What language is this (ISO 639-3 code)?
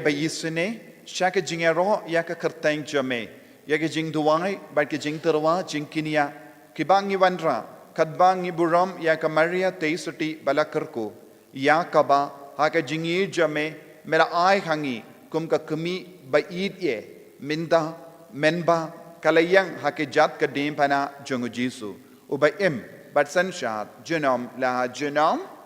kha